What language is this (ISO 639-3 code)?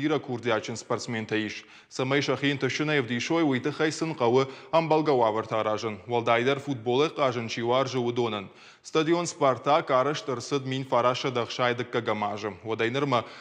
oss